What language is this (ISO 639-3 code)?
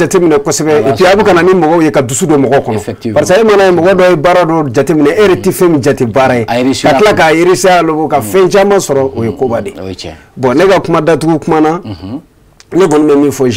bam